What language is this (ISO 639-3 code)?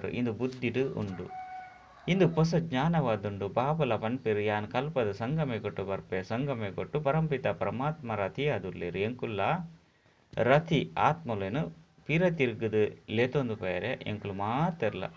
tcy